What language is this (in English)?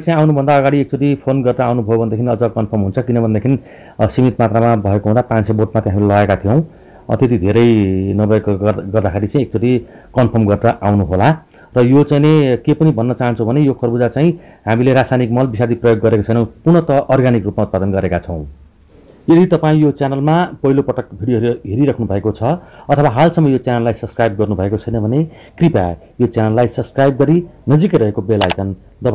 Nepali